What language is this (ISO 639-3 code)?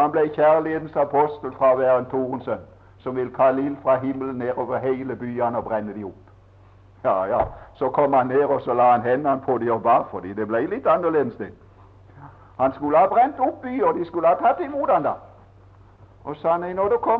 nor